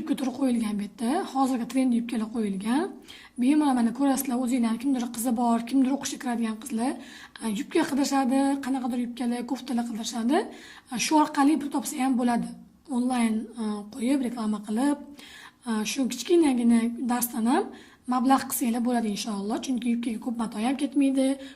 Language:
Uzbek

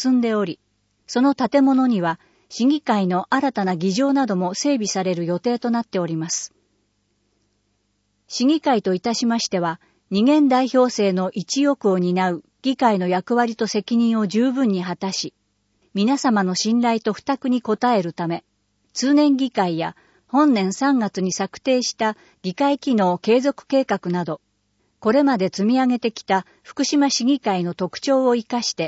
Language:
Japanese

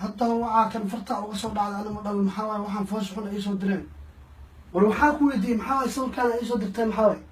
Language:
Somali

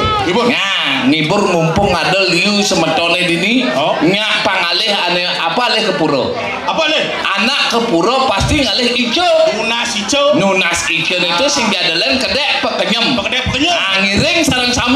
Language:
Balinese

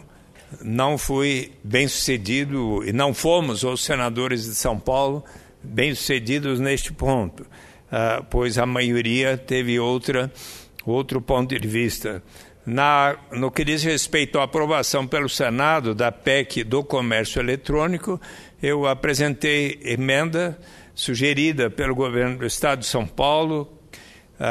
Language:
Portuguese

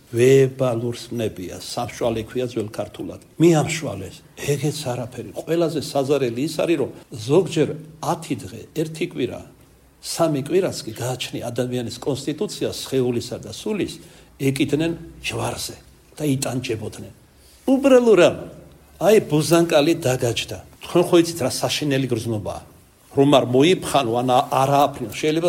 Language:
Georgian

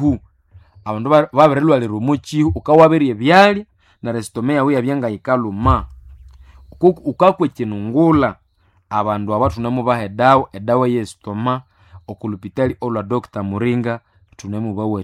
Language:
Nande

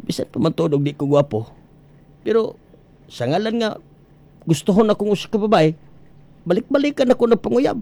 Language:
Cebuano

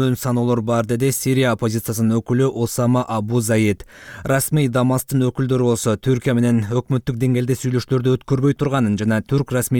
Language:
Kyrgyz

